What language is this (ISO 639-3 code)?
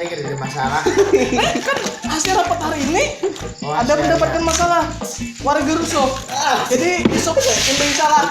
bjn